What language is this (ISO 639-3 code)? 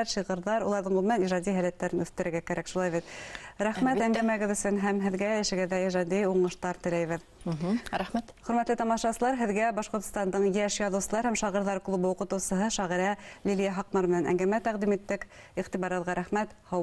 bak